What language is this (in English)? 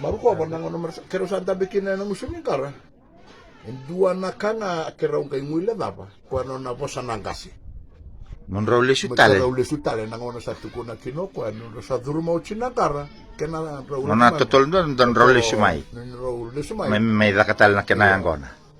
Fijian